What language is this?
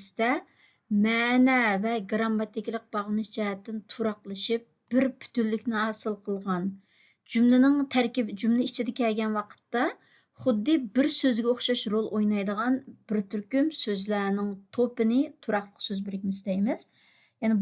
Uyghur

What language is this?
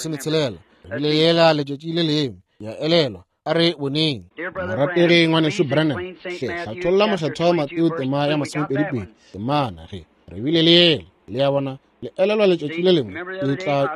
Northern Sotho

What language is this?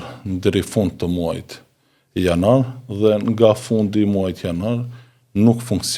Albanian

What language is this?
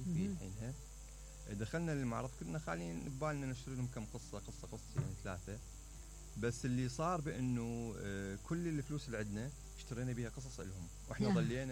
Mesopotamian Arabic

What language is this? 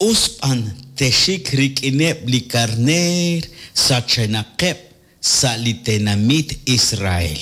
Kekchí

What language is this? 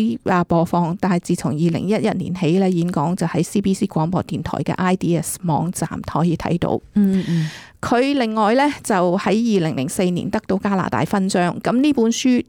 Cantonese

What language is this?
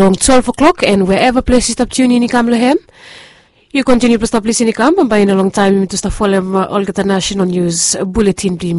Bislama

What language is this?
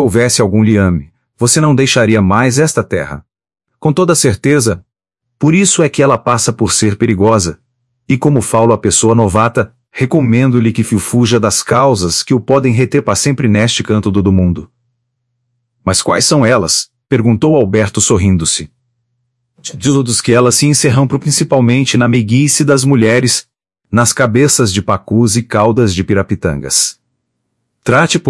Portuguese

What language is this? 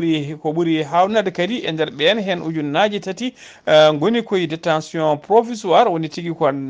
Fula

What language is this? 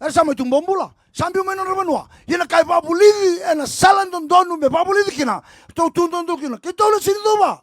Fijian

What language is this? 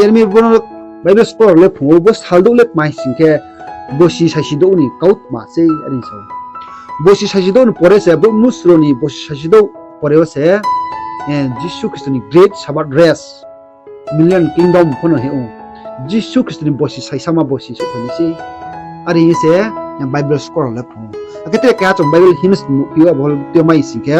Riang (India)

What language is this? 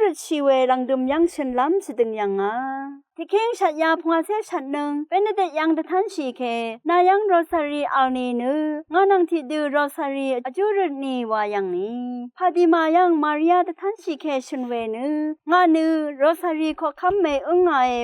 Rawang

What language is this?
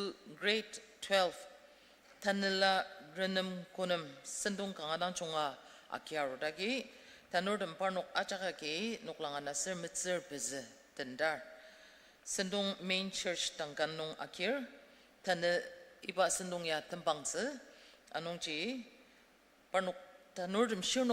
Ao Naga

